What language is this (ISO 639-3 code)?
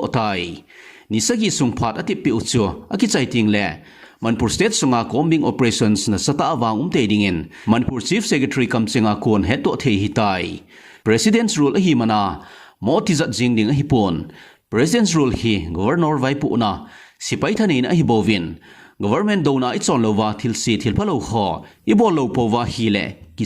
tcz